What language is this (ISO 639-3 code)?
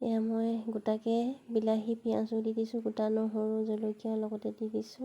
asm